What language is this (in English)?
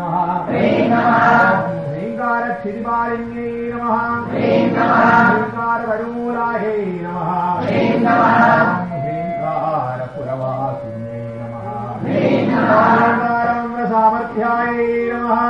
Sanskrit